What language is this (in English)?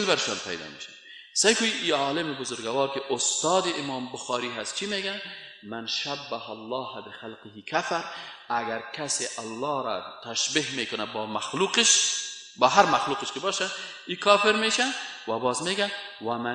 Persian